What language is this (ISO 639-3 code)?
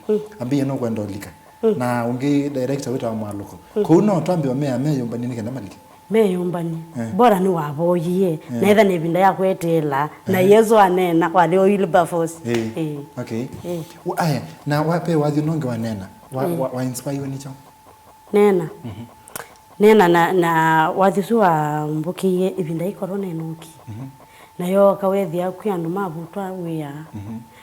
kam